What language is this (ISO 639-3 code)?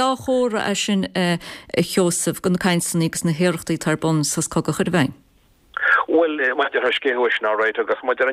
gle